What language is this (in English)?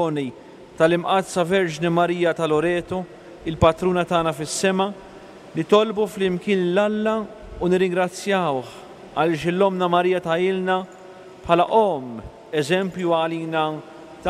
Maltese